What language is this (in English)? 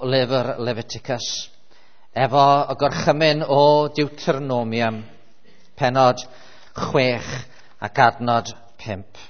Welsh